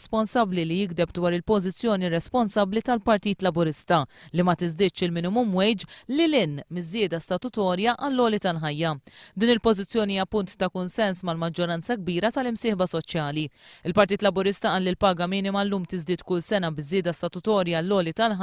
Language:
Maltese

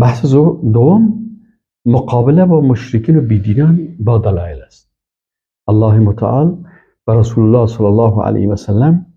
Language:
Persian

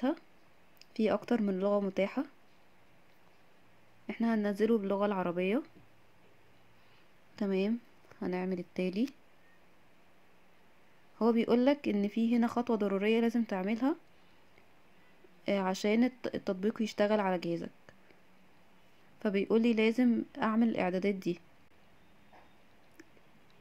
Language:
Egyptian Arabic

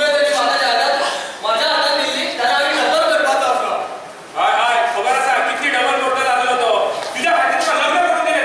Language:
Konkani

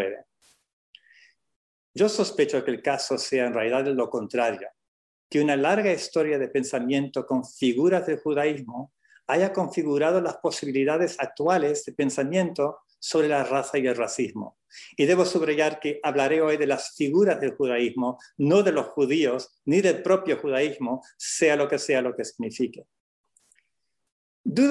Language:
Spanish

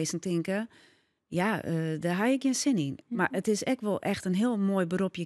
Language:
Western Frisian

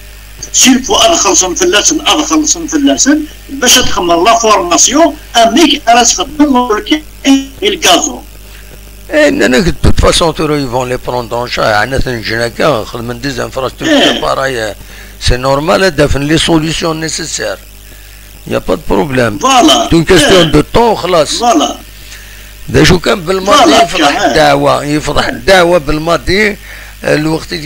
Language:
Kabyle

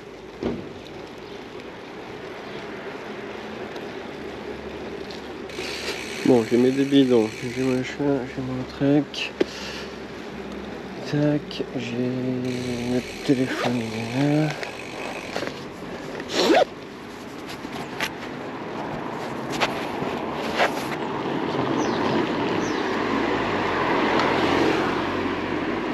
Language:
French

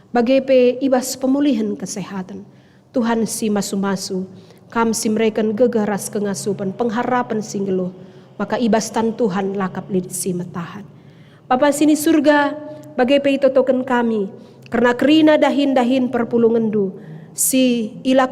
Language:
Batak Karo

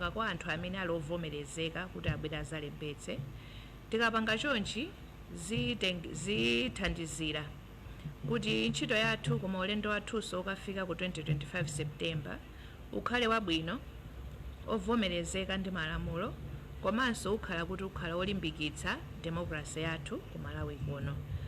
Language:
Nyanja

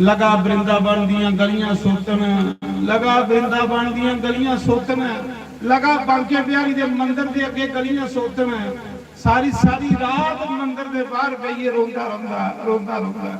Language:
Dogri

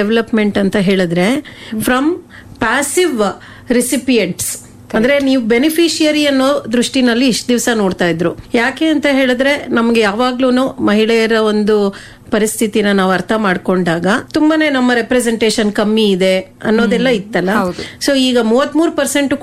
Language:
Kannada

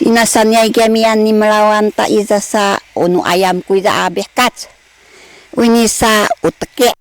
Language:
Sakizaya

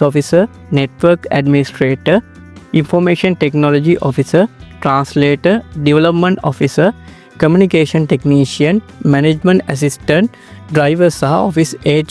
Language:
Sinhala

